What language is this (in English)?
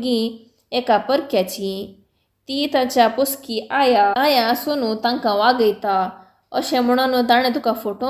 Konkani